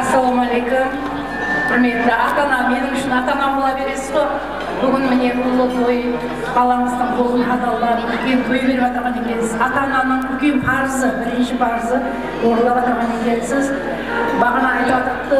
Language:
Kara-Kalpak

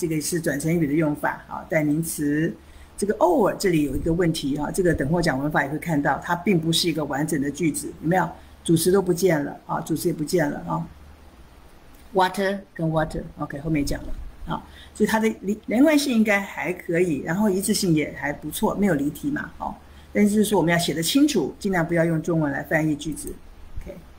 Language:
Chinese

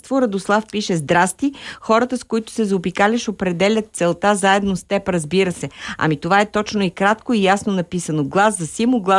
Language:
Bulgarian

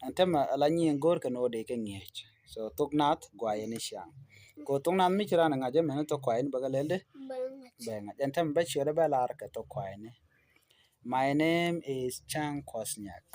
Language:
Nuer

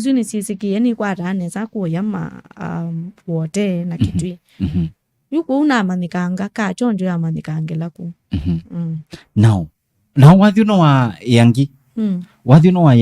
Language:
Kamba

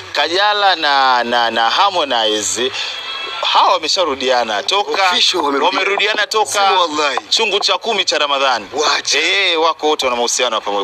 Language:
Swahili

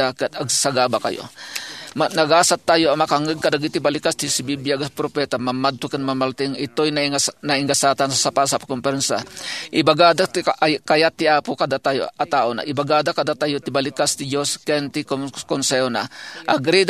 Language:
Iloko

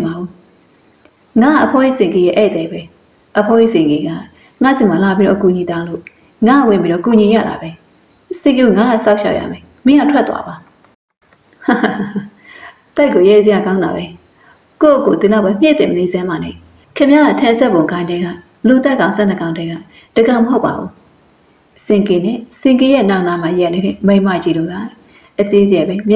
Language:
Burmese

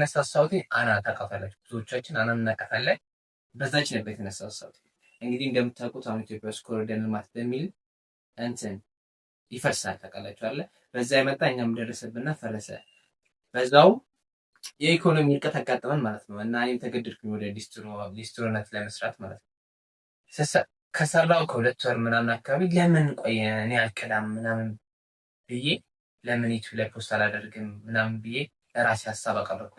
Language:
Amharic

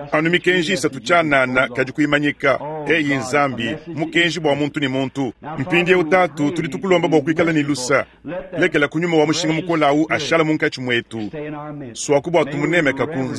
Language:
Luba-Lulua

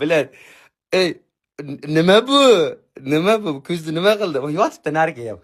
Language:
Uzbek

